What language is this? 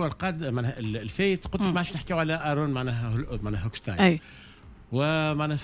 Tunisian Arabic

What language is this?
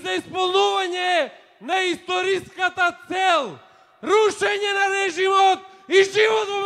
Macedonian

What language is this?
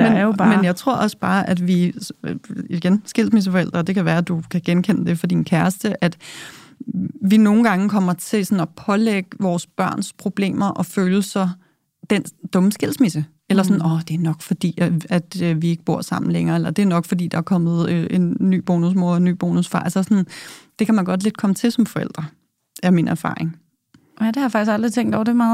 Danish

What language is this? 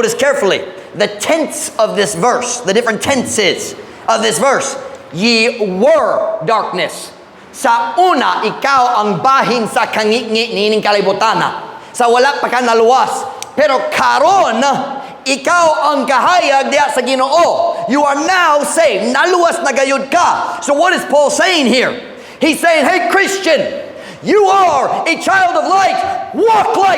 Cebuano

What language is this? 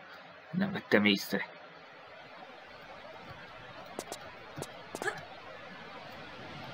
Hungarian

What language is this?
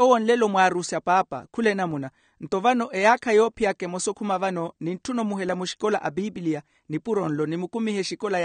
Makhuwa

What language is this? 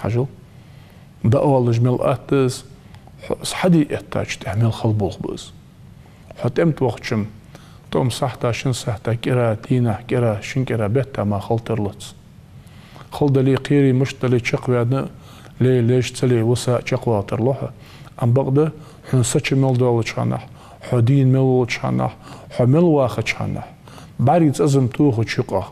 Ingush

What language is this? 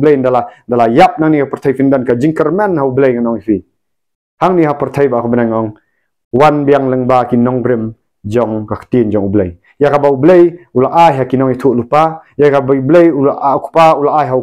Khasi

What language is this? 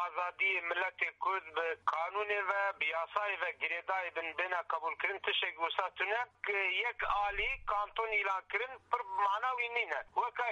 Kurdish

